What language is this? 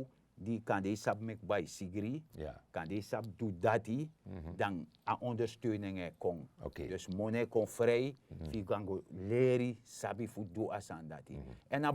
Sranan Tongo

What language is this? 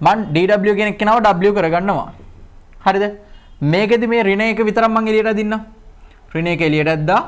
Sinhala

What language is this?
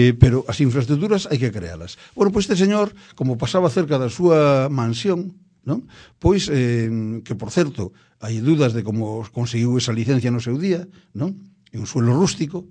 Galician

